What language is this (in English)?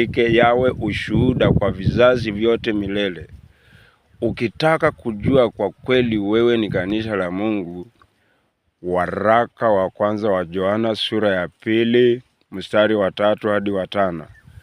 Swahili